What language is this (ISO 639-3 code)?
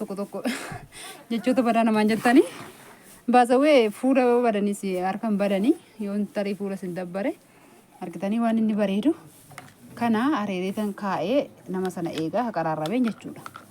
orm